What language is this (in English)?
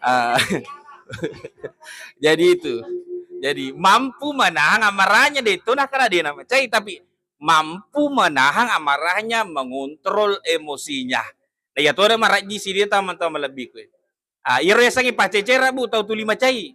Buginese